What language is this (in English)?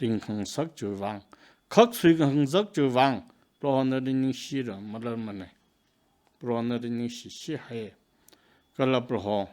Tangkhul Naga (India)